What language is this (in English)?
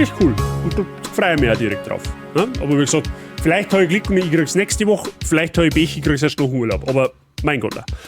Bavarian